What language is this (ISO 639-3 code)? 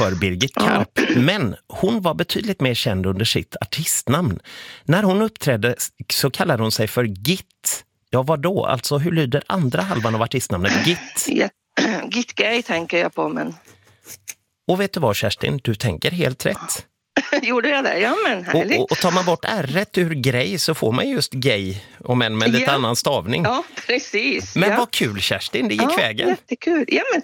swe